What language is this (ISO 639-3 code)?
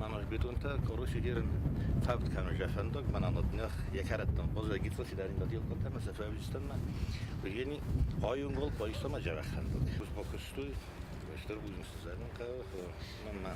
oss